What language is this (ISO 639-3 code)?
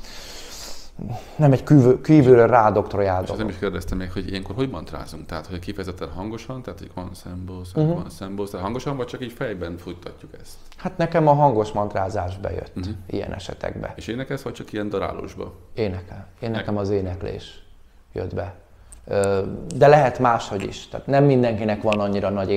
hun